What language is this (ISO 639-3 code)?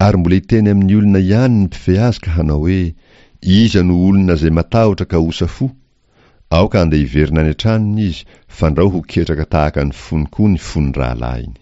mlg